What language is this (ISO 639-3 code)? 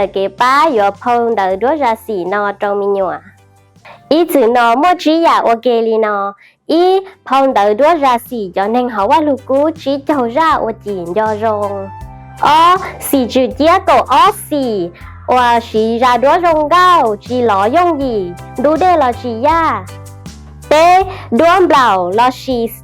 hmn